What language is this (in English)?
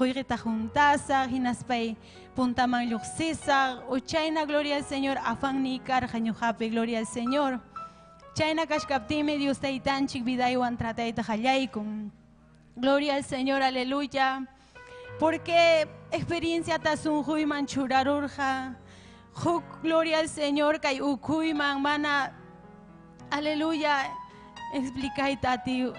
Ayacucho Quechua